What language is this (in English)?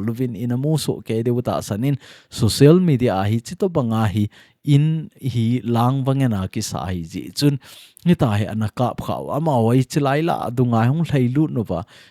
Thado Chin